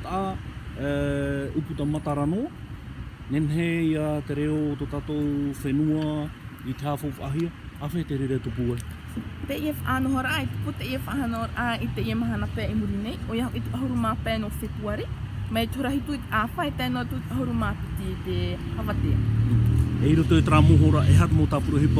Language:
Tahitian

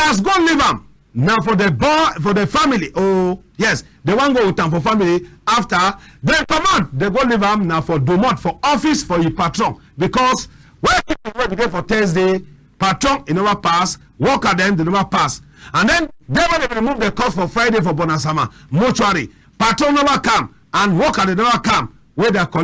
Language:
Cameroon Pidgin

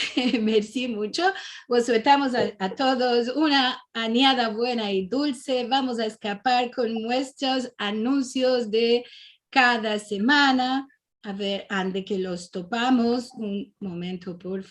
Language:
Ladino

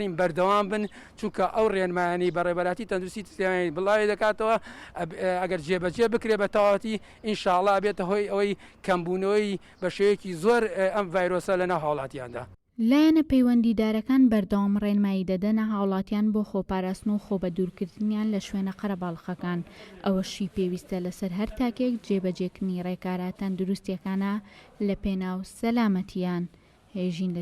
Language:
Central Kurdish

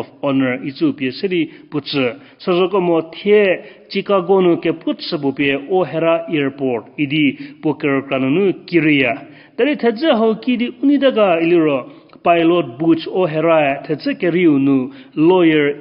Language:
Angami Naga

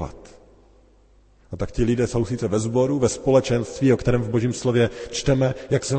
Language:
Czech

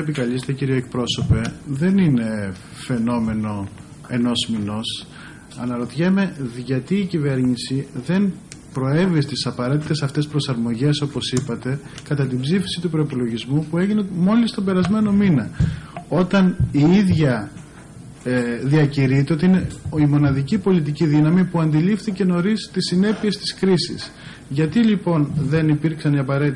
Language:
Greek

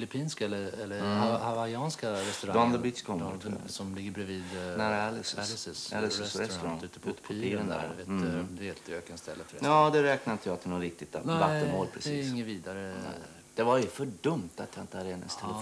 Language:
Swedish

